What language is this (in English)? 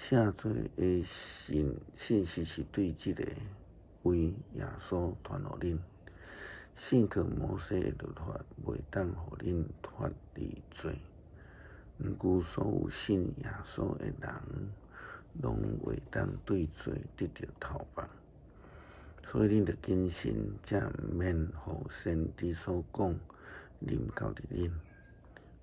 Min Nan Chinese